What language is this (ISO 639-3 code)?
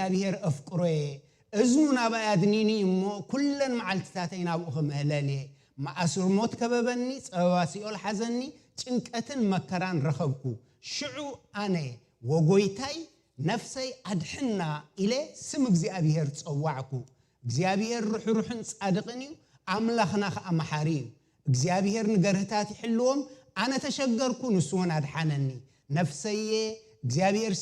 tir